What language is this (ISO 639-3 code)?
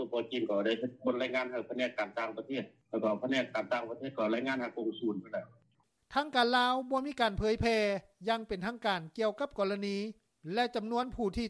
lao